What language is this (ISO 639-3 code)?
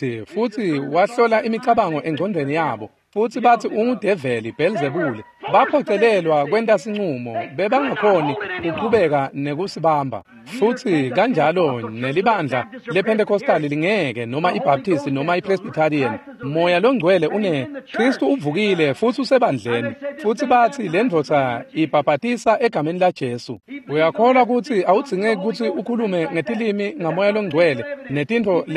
ssw